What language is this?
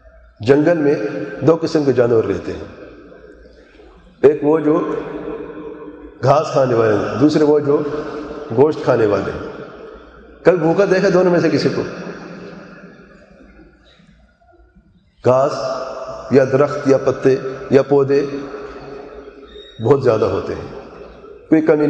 Urdu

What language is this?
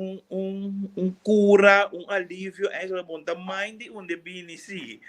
Papiamento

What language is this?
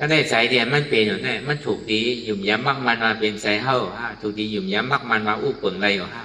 Shan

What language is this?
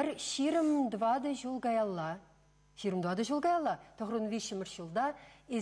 Chuvash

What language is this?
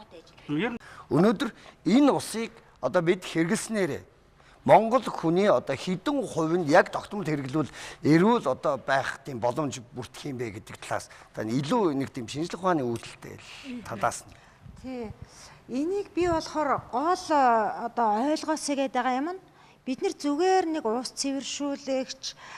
Mongolian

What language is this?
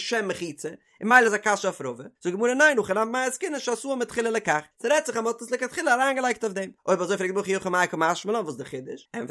Yiddish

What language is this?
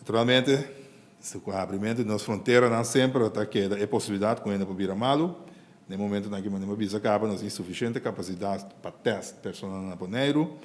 Papiamento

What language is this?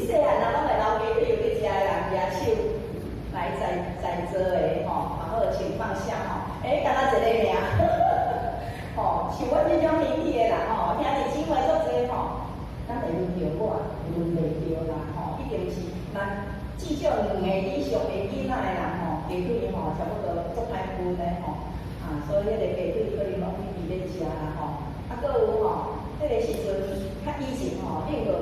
Min Nan Chinese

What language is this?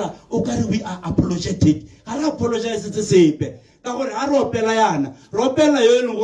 Tswana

